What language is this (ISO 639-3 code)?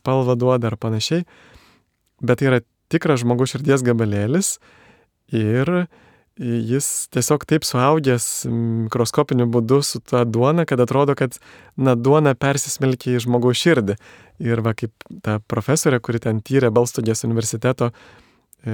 lit